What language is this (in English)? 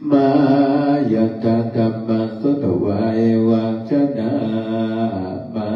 Pali